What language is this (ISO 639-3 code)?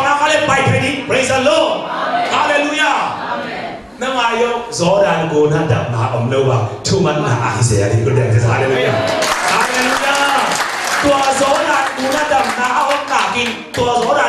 ctd